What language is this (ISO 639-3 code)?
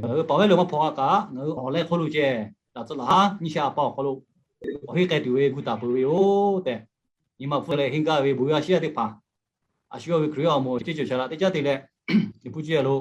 lhu